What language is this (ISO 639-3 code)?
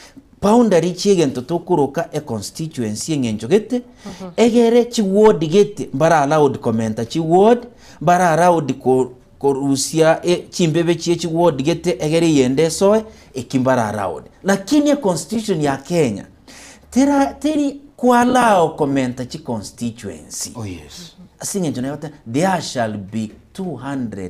guz